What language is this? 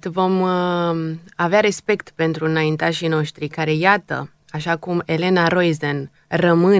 Romanian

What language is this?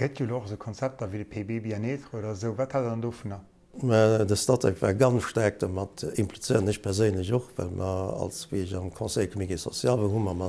Luxembourgish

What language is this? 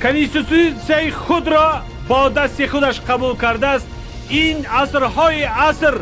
Tajik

